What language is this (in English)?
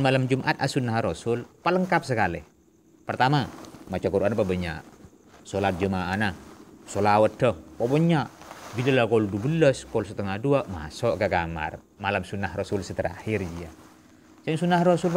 Madurese